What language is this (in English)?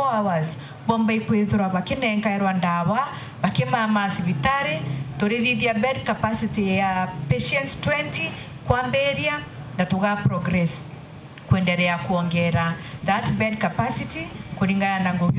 Meru